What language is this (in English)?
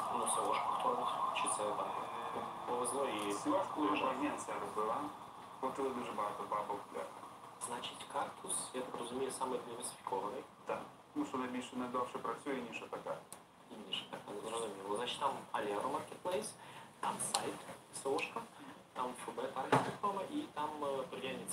Ukrainian